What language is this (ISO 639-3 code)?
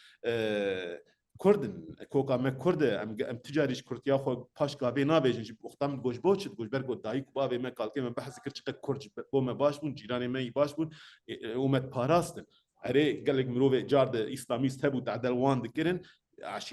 kur